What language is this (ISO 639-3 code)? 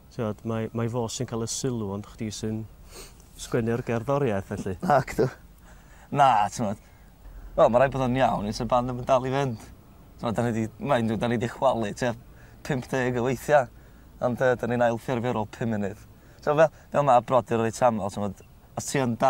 cym